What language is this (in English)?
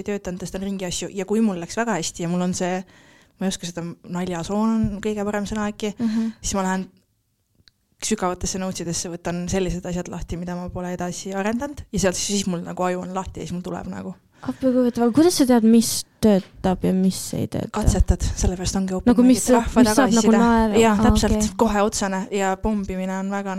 Estonian